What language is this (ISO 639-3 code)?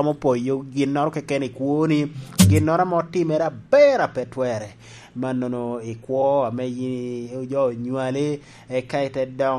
laj